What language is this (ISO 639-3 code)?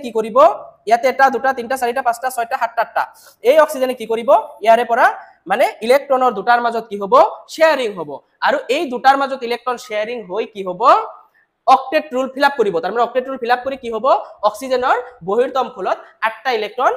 asm